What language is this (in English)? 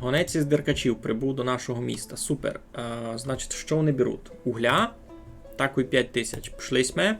Rusyn